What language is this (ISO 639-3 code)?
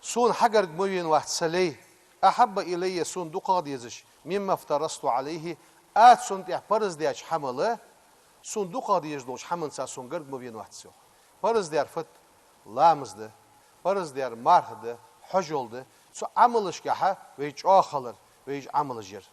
inh